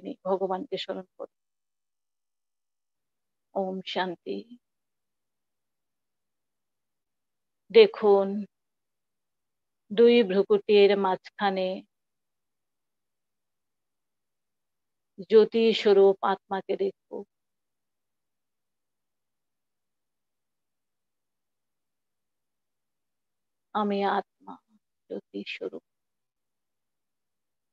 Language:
Bangla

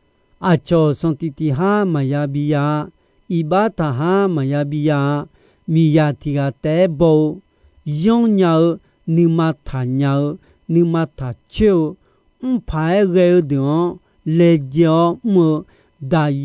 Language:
Akha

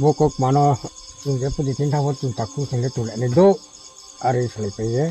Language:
Riang (India)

